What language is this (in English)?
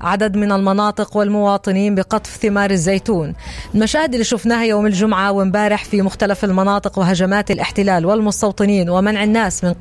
North Levantine Arabic